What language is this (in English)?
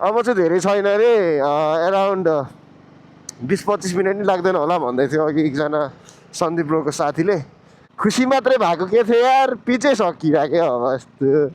Nepali